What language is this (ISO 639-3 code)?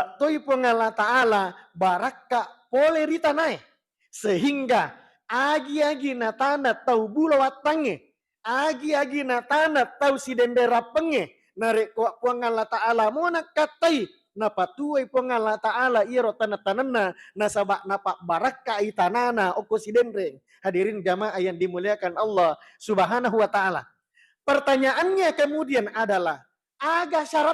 bug